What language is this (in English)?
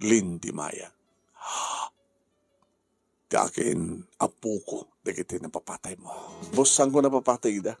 Iloko